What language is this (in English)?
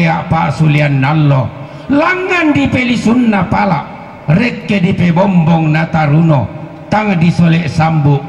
Toraja-Sa'dan